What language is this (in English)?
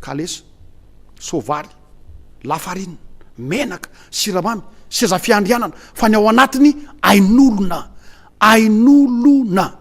Malagasy